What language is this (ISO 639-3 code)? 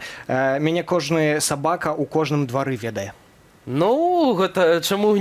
bel